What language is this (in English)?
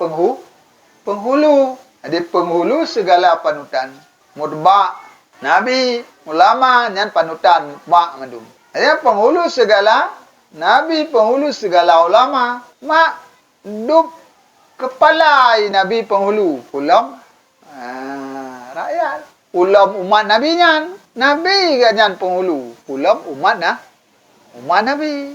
Achinese